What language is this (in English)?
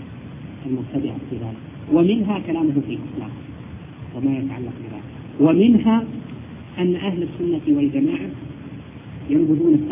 Arabic